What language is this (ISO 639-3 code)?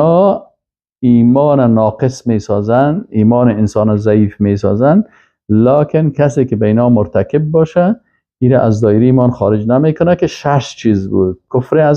fas